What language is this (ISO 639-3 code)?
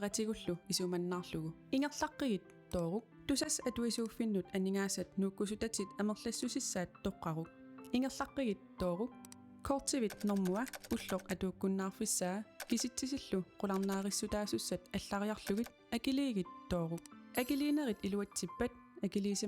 kal